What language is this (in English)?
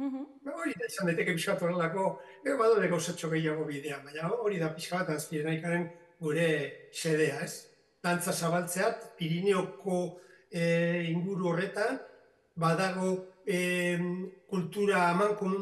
Basque